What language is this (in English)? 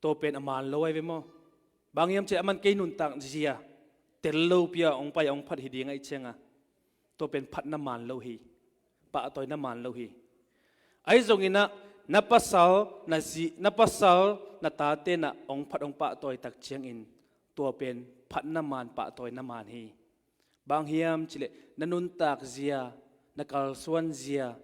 Tedim Chin